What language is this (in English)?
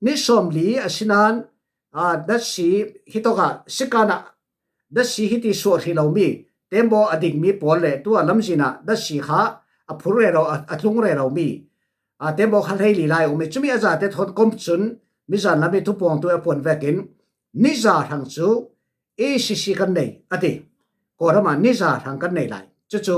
Falam Chin